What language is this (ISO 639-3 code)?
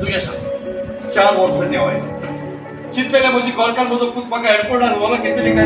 kok